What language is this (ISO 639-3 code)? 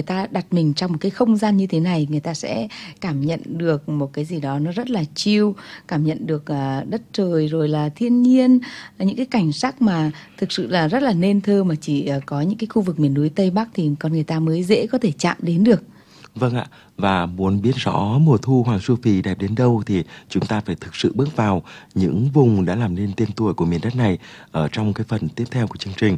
vie